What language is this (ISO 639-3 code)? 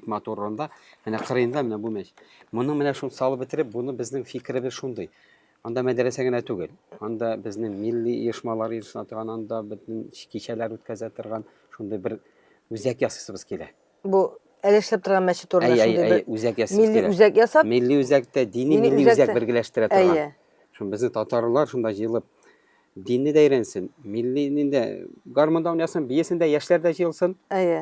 tat